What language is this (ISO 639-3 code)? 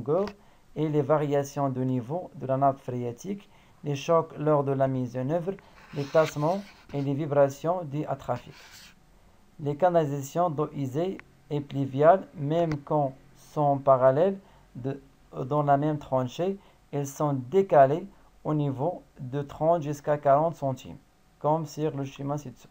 fra